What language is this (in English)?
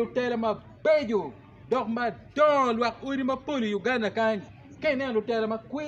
Acoli